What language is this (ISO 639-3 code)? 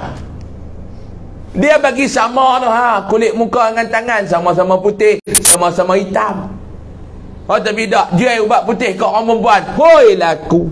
msa